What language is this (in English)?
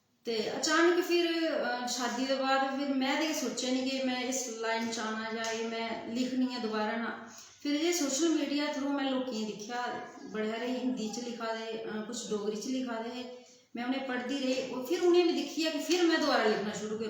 Dogri